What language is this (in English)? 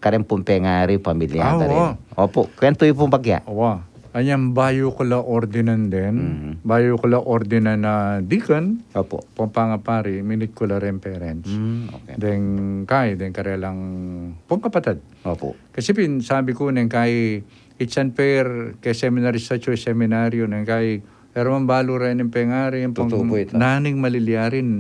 Pampanga